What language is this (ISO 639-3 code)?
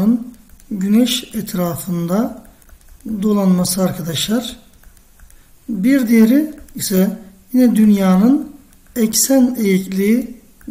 tur